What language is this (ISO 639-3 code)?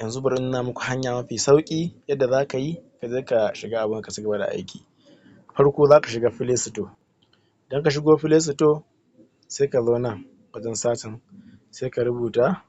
hau